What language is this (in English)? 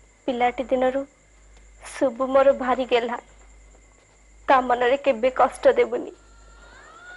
Odia